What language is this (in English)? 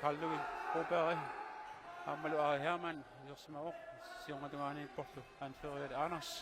Kalaallisut